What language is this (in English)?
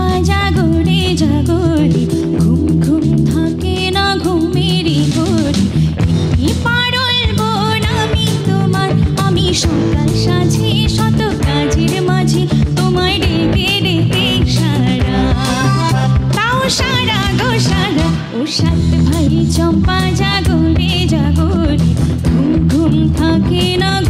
Bangla